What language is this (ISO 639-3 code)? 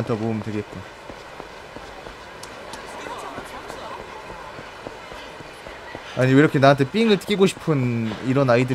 kor